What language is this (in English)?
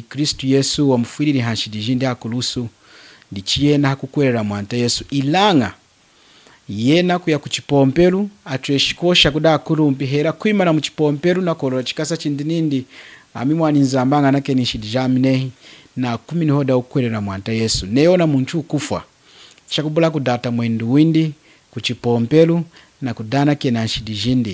Lunda